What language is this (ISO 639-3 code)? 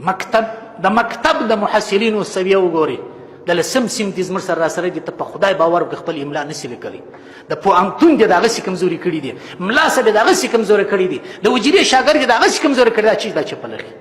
pus